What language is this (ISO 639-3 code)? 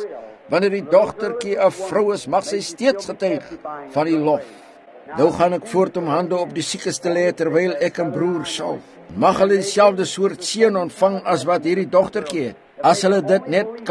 afr